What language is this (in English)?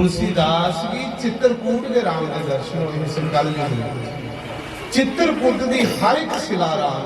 Dogri